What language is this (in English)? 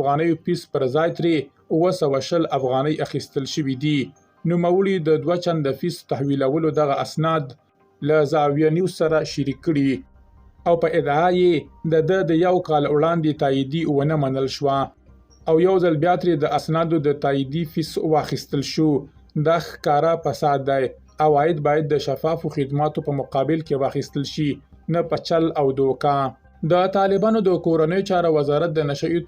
Pashto